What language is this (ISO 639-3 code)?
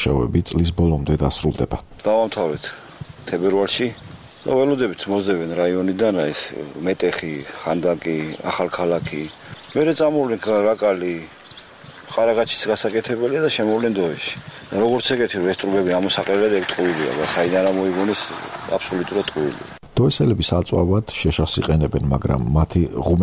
kat